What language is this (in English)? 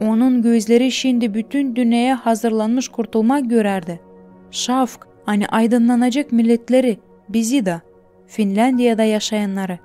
Gagauz